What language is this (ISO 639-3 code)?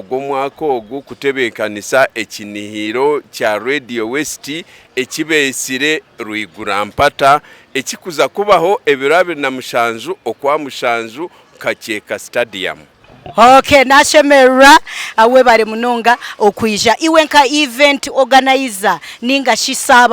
nyn